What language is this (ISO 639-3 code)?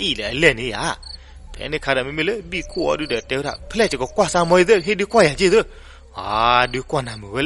ksw